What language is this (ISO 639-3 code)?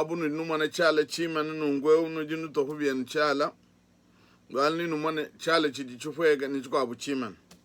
lua